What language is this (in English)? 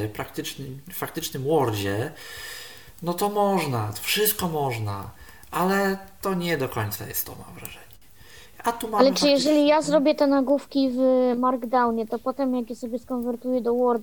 Polish